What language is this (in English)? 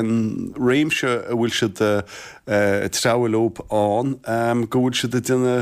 Irish